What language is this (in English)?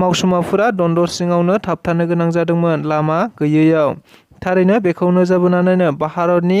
Bodo